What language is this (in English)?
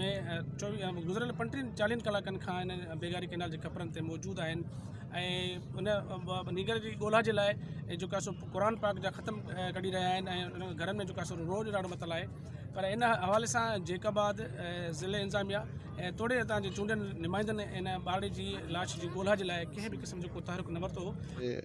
Sindhi